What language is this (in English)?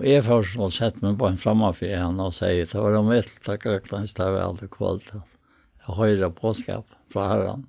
Faroese